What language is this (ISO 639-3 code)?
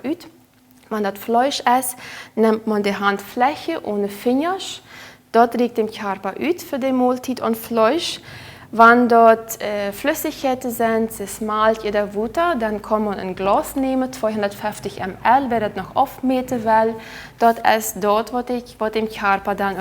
pdt